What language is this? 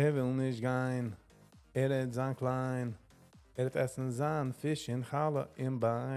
Yiddish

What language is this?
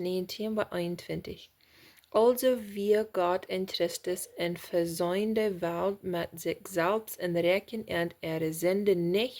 Plautdietsch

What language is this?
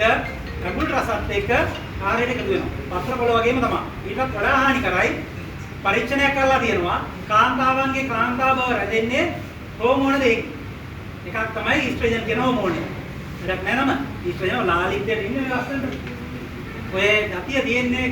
Sinhala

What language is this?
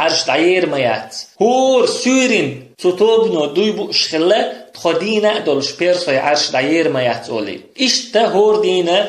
Chechen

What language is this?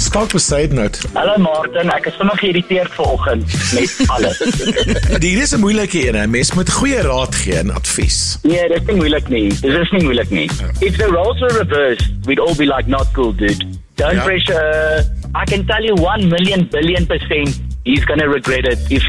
Afrikaans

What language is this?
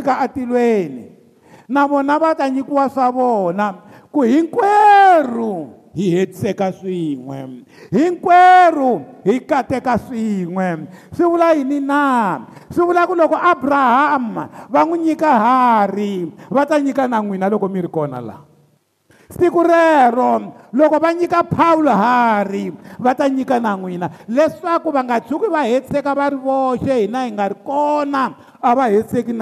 Tsonga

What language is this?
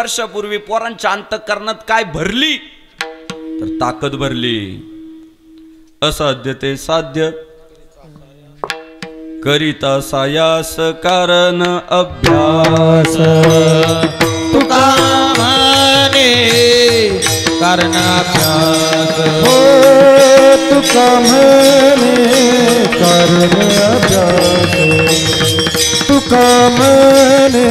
Marathi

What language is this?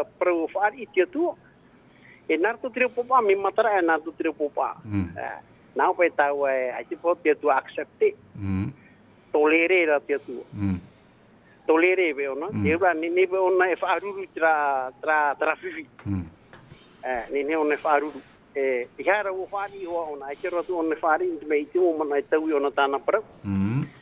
Tahitian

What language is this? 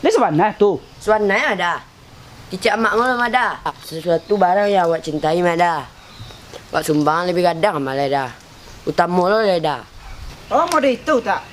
Minangkabau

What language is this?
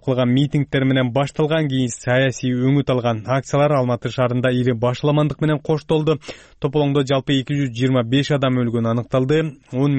Kyrgyz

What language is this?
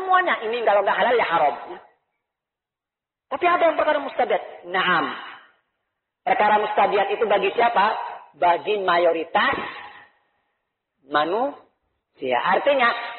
Indonesian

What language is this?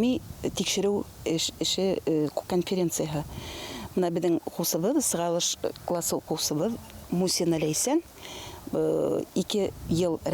Bashkir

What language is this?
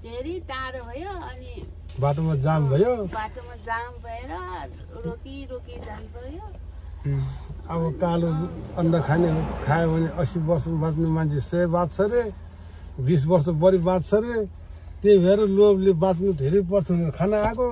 Nepali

